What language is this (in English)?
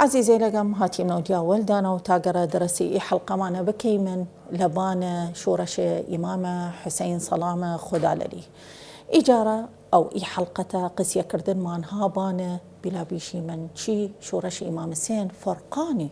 Southern Kurdish